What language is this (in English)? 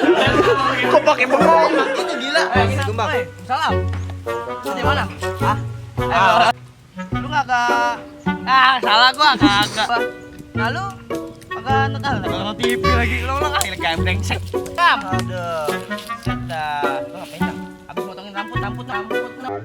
Betawi